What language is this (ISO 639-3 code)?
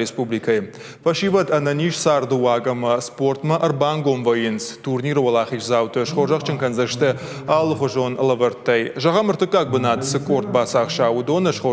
oss